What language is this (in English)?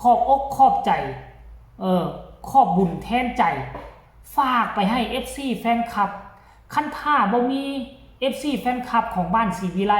Northeastern Thai